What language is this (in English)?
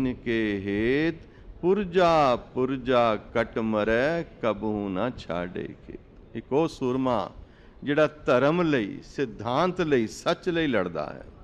Punjabi